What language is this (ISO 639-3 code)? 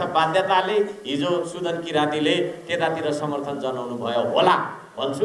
nep